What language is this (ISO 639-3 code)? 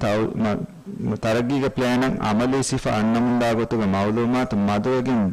div